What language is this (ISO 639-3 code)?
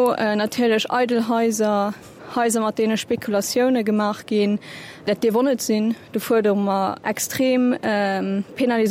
ltz